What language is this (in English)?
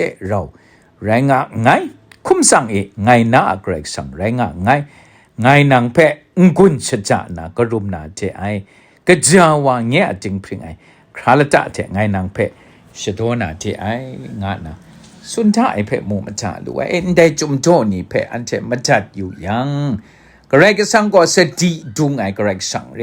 Kachin